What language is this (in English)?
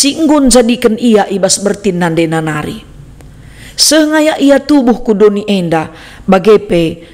Batak Karo